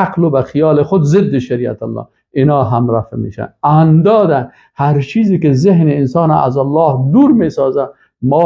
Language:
Persian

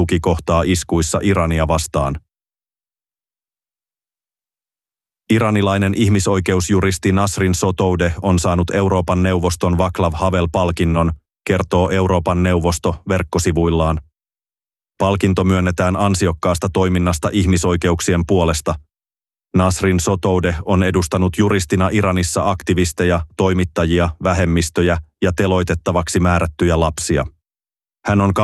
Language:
Finnish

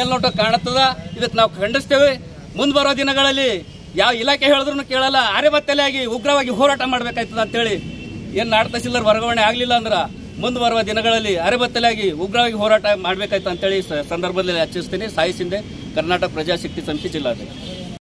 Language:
Kannada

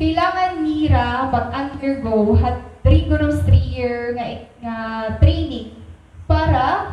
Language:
Waray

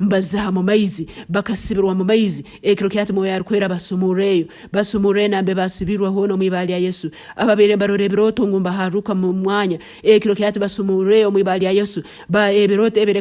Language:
Nyankole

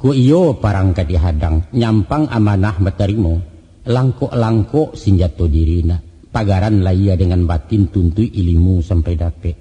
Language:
Minangkabau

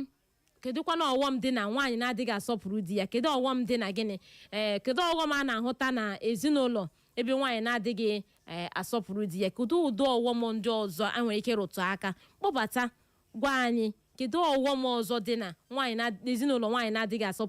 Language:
Igbo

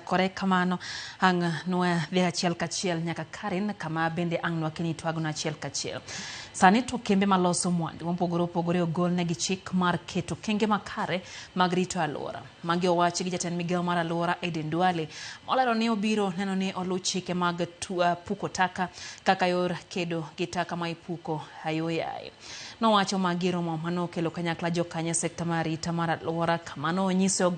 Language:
Luo (Kenya and Tanzania)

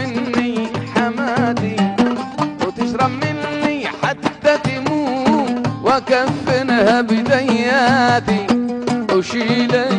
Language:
Egyptian Arabic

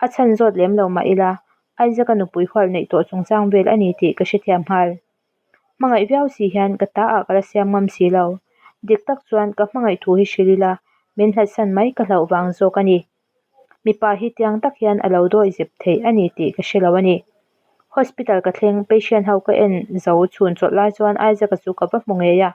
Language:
Mizo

